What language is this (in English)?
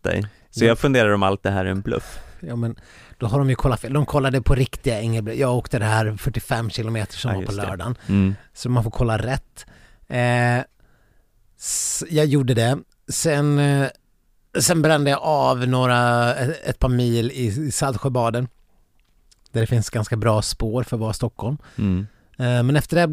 Swedish